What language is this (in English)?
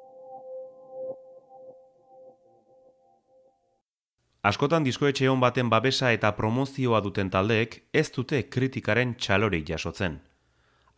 Basque